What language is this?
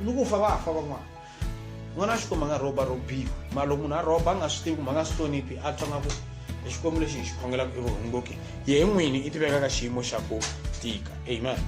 Tsonga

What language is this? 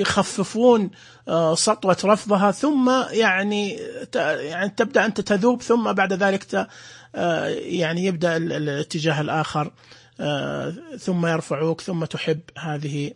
Najdi Arabic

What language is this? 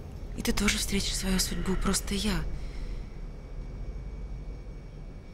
Russian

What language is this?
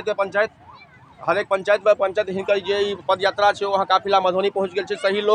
Maithili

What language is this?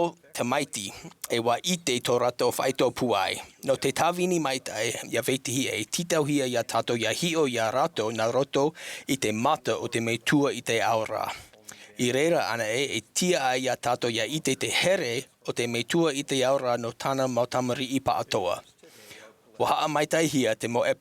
Tahitian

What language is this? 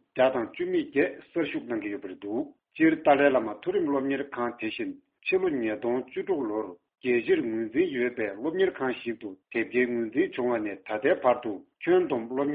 Tibetan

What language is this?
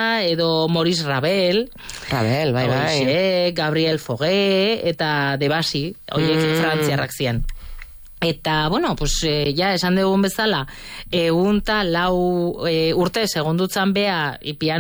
Basque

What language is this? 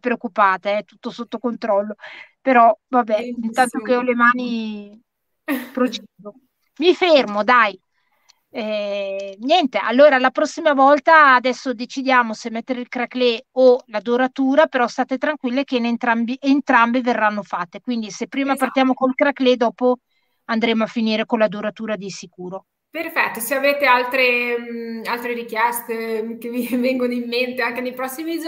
Italian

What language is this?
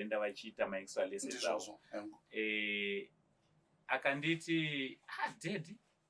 Shona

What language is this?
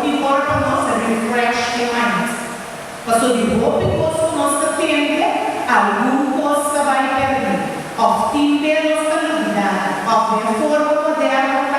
Papiamento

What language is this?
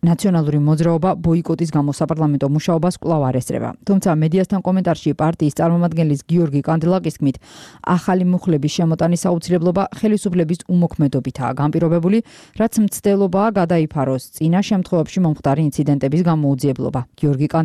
Georgian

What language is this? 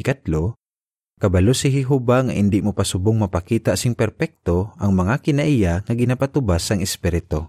Hiligaynon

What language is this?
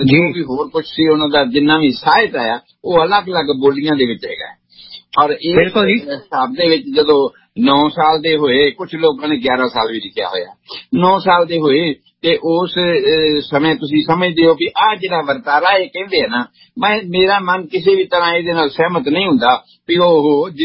Punjabi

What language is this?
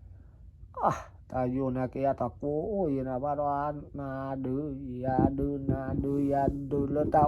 S'gaw Karen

